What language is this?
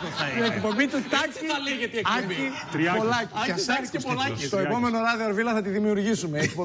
Greek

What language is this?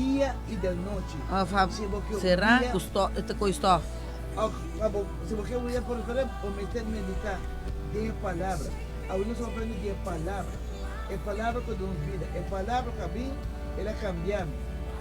Papiamento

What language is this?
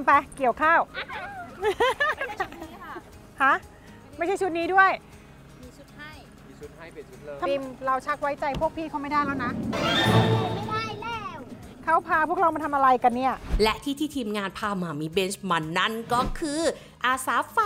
Thai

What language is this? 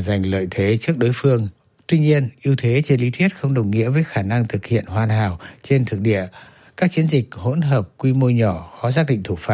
Vietnamese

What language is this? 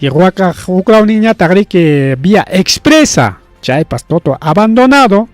Ayacucho Quechua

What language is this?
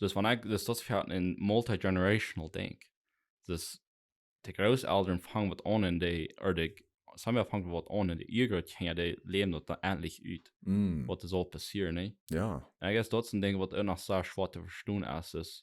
Plautdietsch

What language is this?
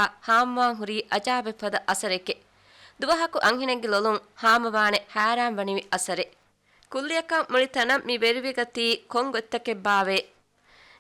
Divehi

